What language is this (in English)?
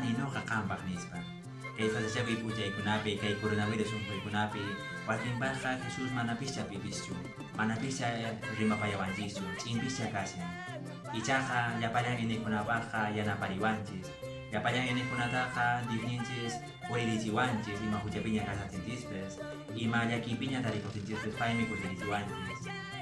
Quechua